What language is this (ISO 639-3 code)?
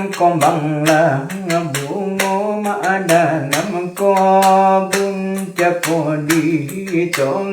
min